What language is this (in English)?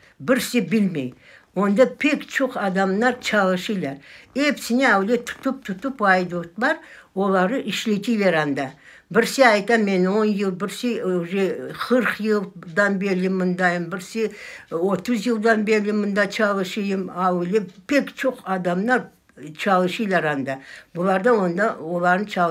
Crimean Tatar